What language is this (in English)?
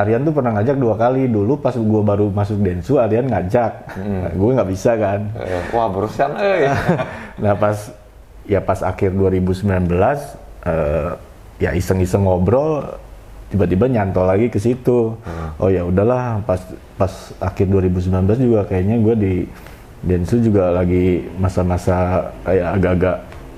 Indonesian